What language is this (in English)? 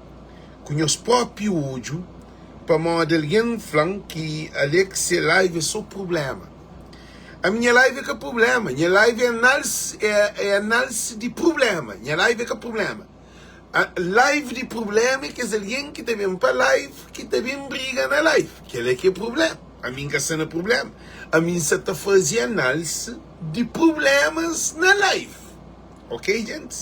Kabuverdianu